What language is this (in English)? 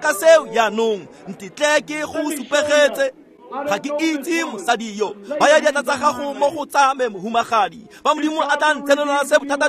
Tswana